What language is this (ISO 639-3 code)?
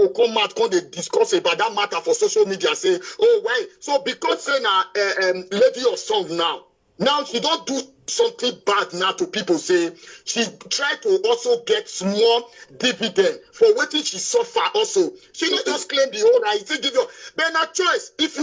pcm